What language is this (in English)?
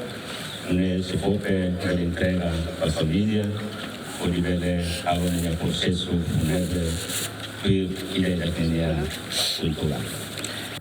Tetum